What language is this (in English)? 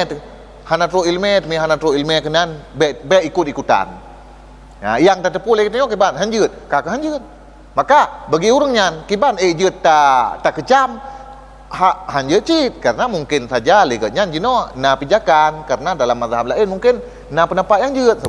Achinese